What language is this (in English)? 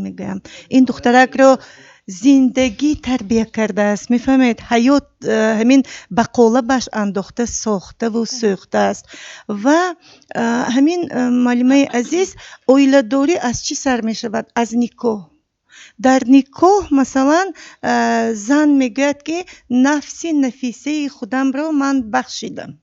Tajik